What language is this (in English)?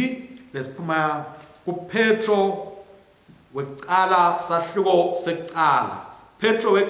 Swati